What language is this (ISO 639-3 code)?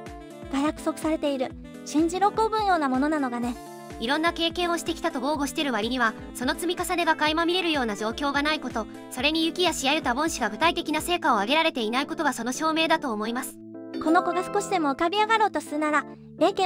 jpn